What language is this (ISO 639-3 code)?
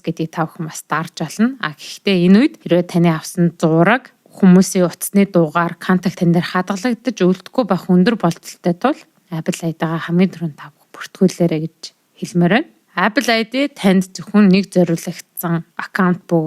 mon